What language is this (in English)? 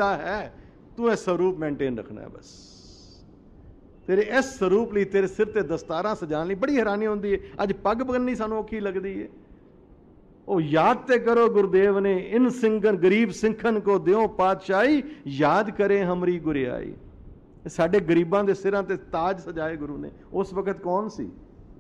Punjabi